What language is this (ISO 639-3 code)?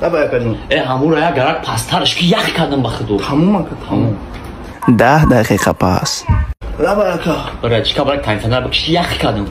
tgk